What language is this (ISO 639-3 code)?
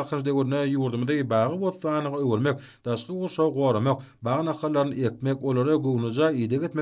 tuk